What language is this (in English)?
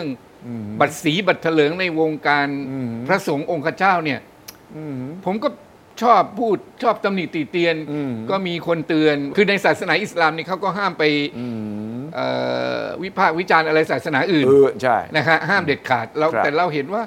Thai